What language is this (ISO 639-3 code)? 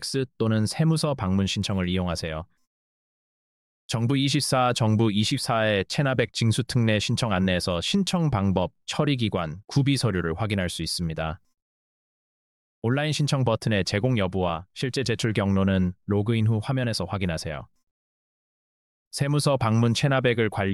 kor